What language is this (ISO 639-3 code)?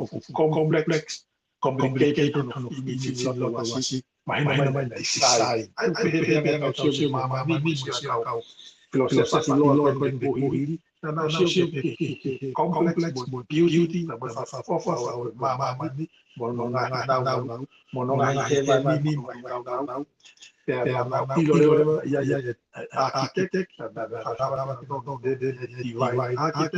ton